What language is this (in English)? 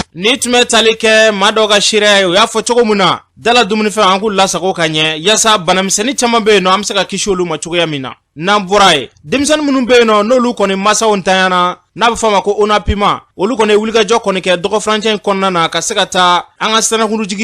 Bambara